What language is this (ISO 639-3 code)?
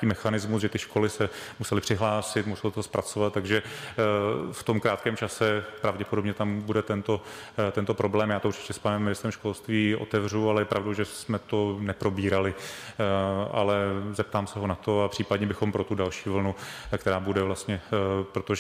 ces